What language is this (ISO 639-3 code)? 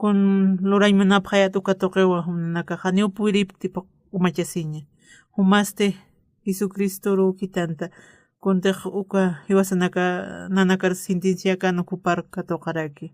aym